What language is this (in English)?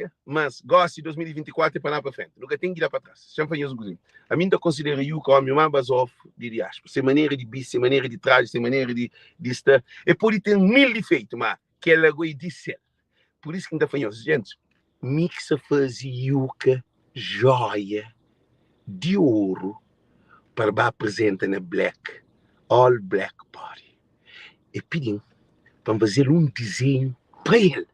Kabuverdianu